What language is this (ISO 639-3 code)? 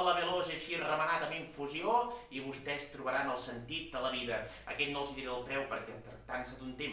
cat